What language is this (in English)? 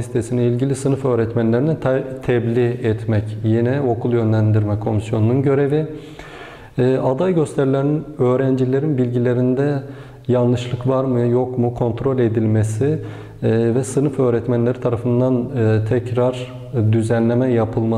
Turkish